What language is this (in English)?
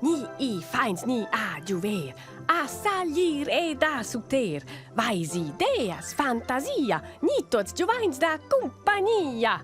Romansh